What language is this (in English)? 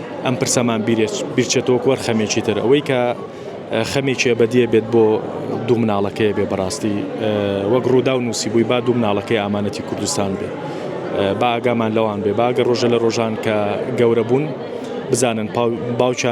Central Kurdish